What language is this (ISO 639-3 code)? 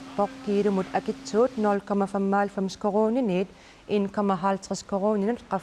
kal